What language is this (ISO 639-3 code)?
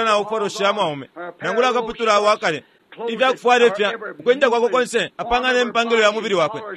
bem